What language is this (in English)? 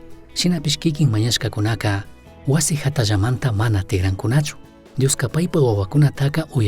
Chimborazo Highland Quichua